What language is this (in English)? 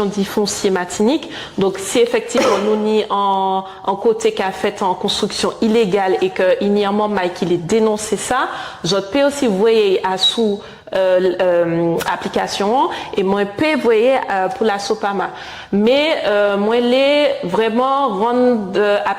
Guadeloupean Creole French